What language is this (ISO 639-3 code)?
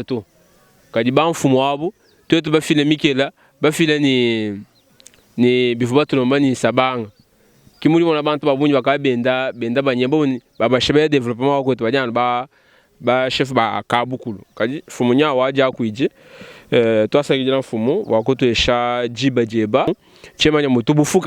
lua